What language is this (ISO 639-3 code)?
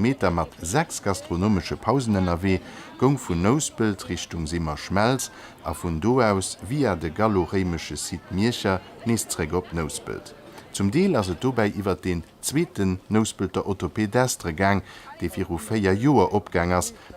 ltz